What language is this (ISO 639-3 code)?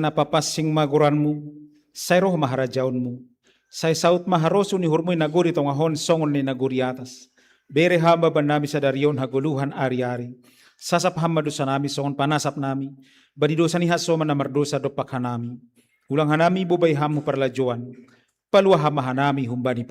bts